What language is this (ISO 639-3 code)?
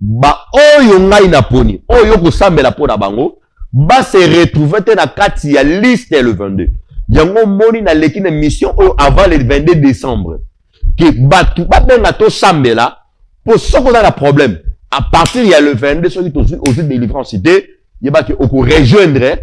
lin